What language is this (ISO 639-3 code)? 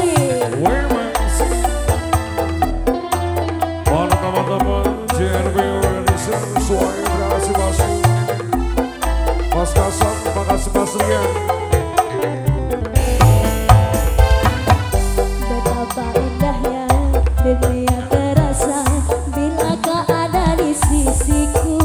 ind